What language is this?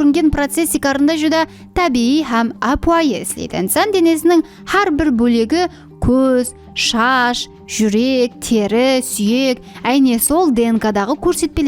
Kara-Kalpak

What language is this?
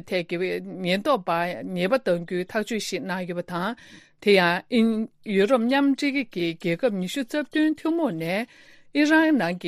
Tibetan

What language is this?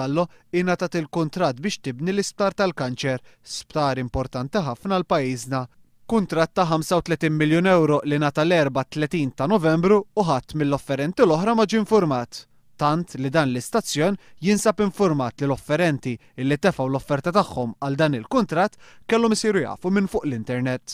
Maltese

